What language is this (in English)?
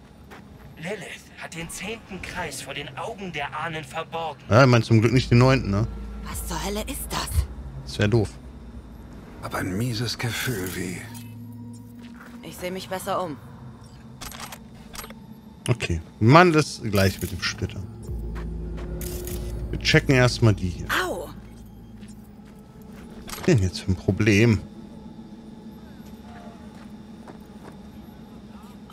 German